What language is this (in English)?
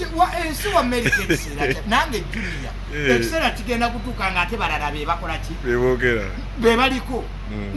Ganda